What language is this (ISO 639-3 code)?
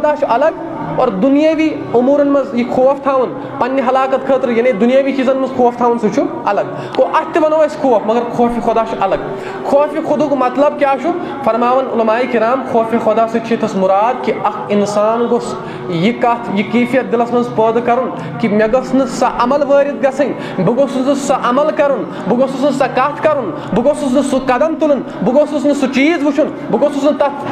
kas